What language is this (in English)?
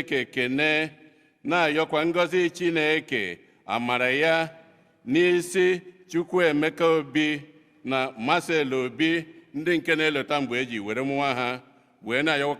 Igbo